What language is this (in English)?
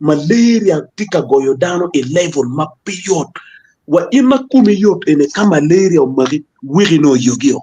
Acoli